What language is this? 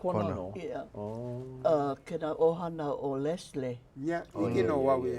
Hawaiian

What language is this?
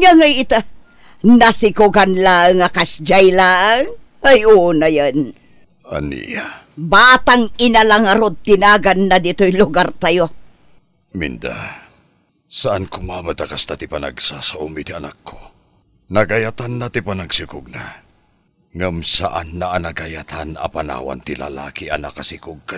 Iloko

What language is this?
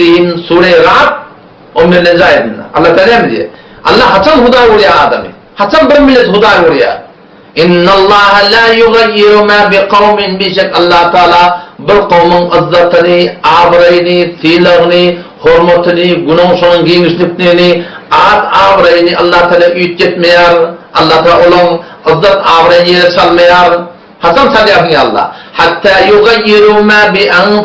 Turkmen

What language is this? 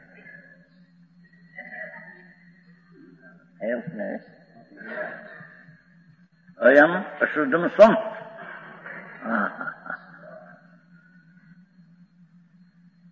Hindi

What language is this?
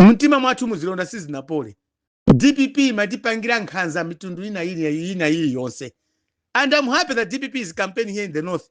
Nyanja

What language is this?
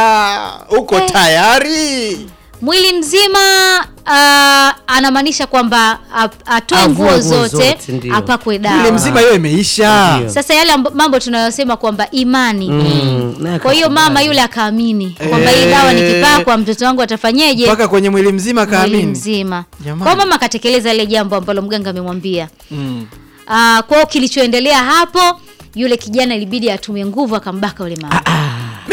Swahili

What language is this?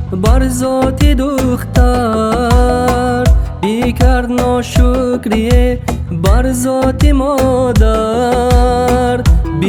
Tajik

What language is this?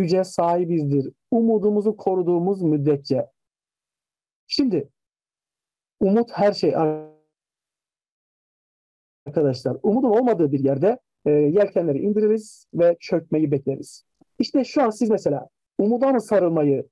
Turkish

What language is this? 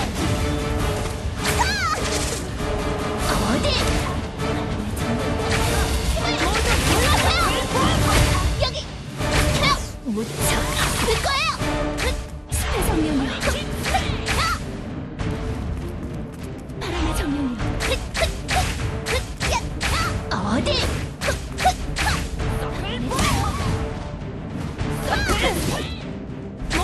Korean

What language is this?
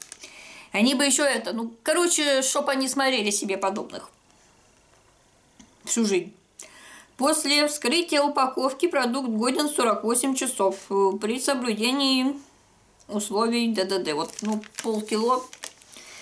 Russian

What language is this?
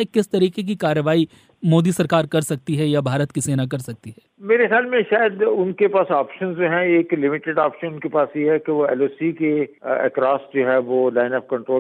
Hindi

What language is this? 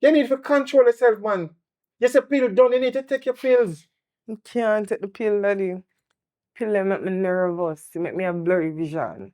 Jamaican Creole English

